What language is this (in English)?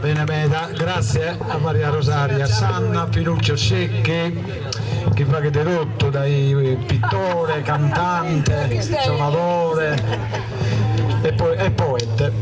Sardinian